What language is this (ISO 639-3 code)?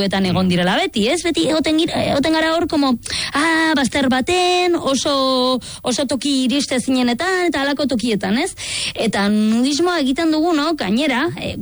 eus